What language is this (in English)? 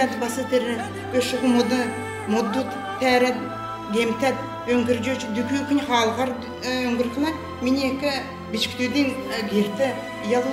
Kalmyk